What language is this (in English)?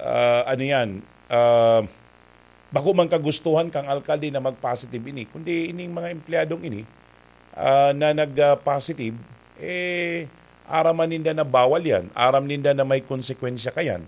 Bikol